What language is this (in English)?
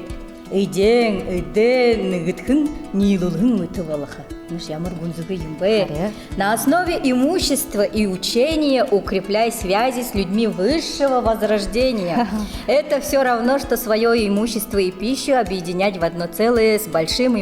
Buriat